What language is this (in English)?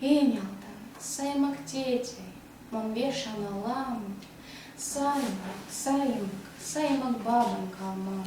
Erzya